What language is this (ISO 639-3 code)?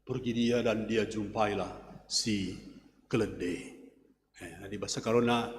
btx